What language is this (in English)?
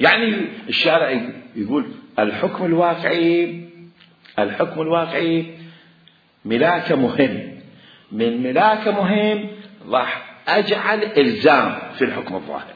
Mesopotamian Arabic